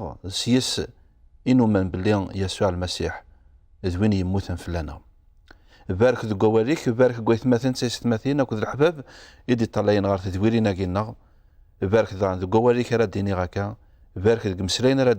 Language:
Kabyle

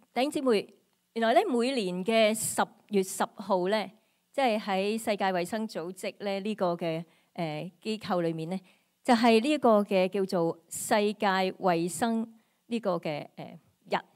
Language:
Cantonese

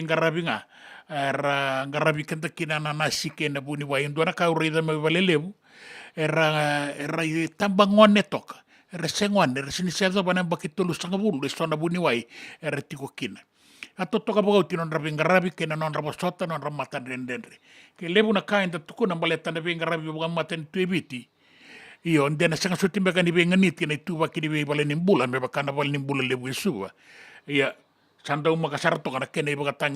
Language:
Fijian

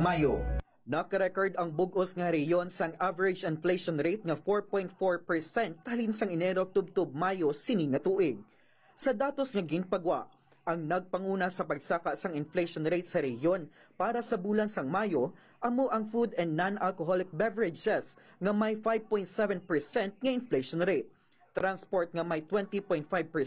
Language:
Hiligaynon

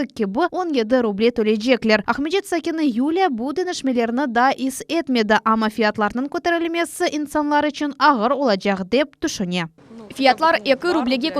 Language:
Crimean Tatar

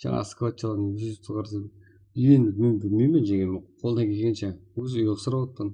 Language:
Kara-Kalpak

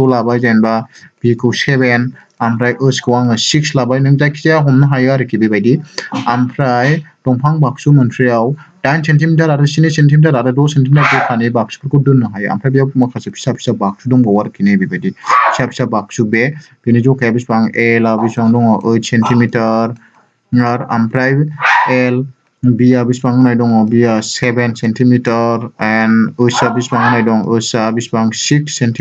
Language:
Bodo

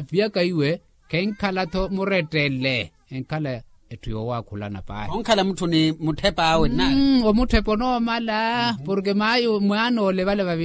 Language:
Makhuwa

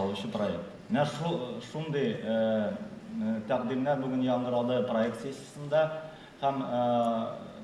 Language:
Tatar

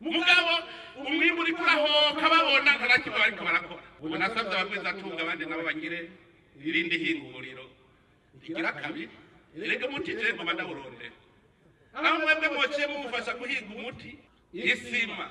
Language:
Rundi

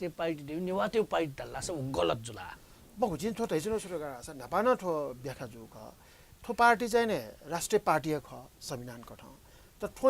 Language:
Newari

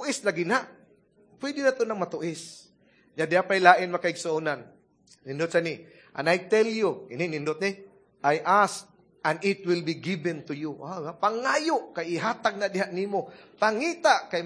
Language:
Cebuano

